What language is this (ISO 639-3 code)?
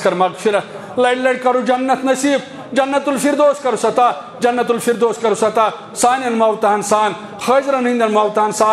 kas